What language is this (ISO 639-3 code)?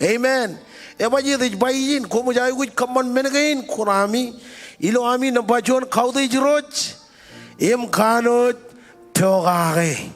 mah